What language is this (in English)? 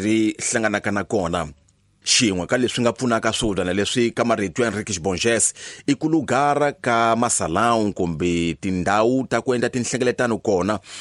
Tsonga